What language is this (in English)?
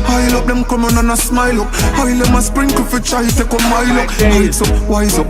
Jamaican Creole English